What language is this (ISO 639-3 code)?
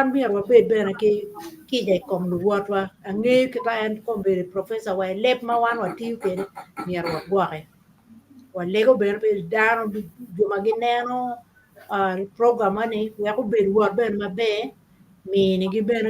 ach